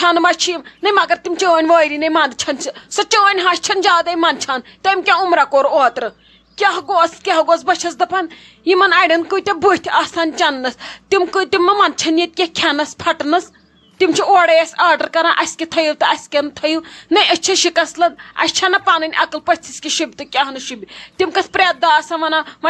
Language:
Kashmiri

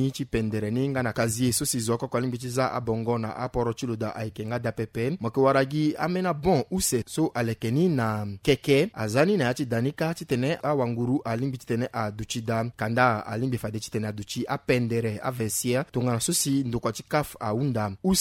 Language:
Sango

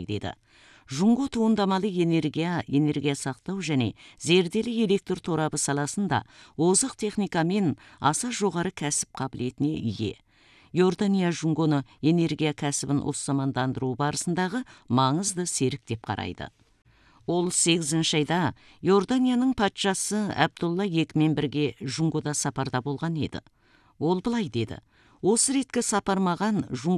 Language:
Kazakh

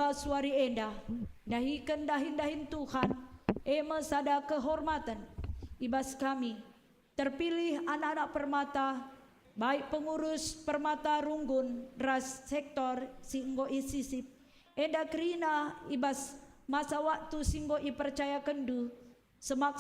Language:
Batak Karo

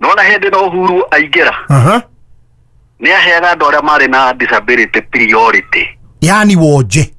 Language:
Kikuyu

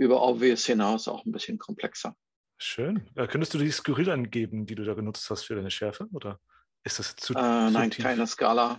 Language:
German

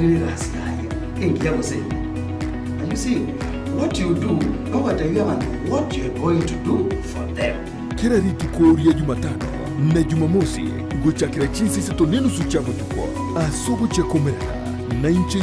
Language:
Gusii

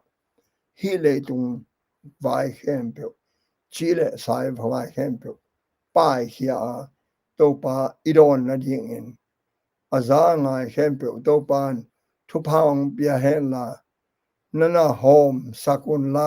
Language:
Tedim Chin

